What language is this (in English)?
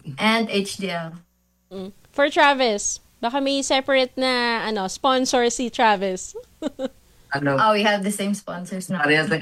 Filipino